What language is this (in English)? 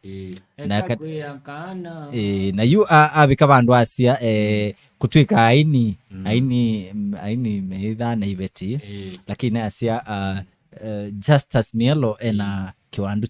Kamba